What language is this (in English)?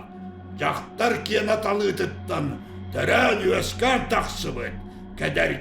Yakut